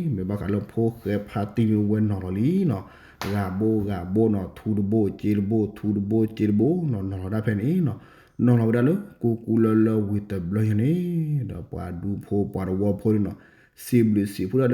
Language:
S'gaw Karen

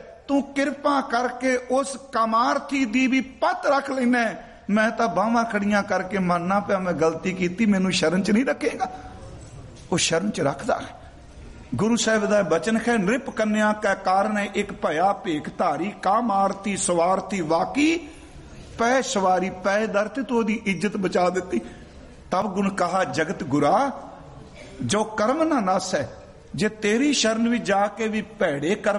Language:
Punjabi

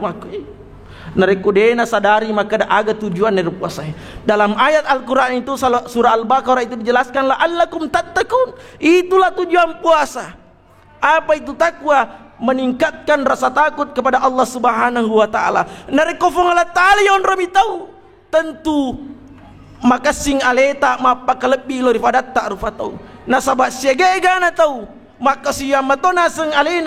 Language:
Buginese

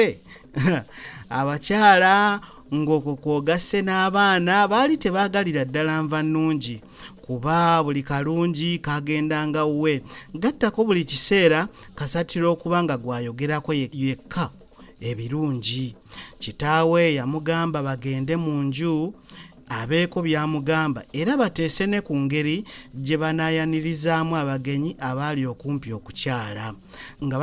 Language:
Ganda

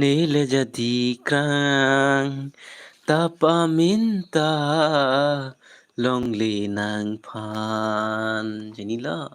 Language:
Karbi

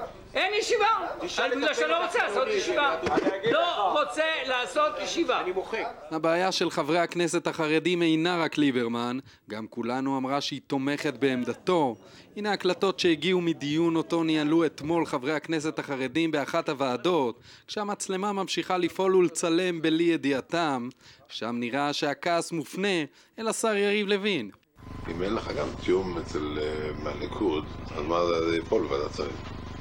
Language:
Hebrew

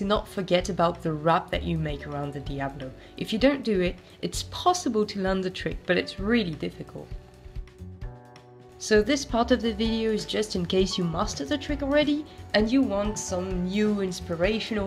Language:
English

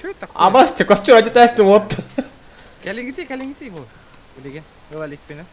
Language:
Yakut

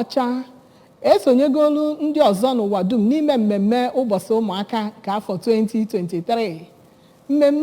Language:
Igbo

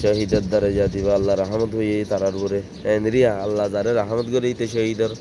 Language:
Rohingya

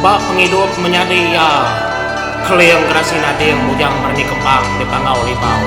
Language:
Iban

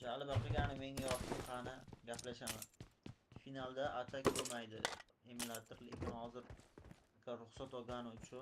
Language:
Kara-Kalpak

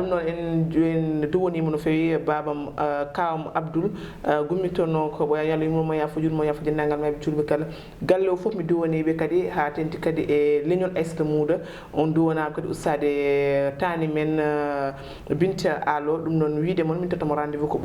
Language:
Fula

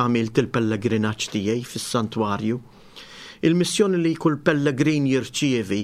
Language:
Maltese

